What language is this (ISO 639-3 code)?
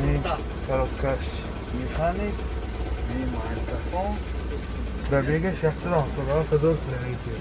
tgk